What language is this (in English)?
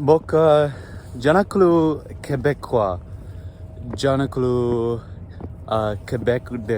Tulu